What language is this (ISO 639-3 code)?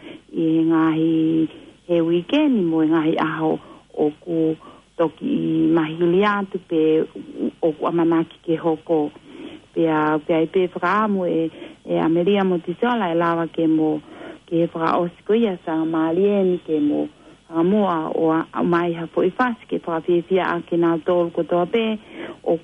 ton